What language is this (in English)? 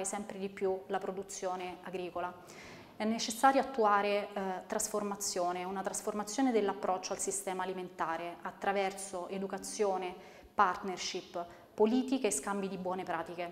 Italian